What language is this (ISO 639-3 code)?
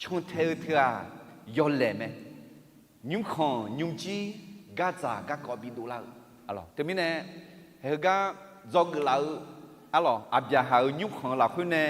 ahk